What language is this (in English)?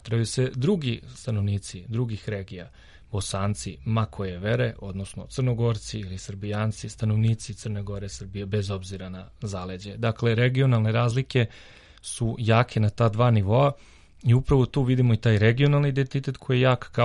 Serbian